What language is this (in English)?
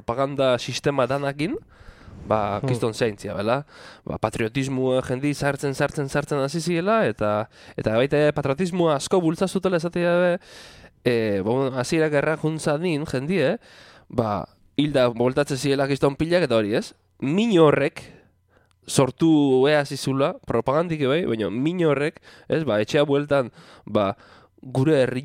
Basque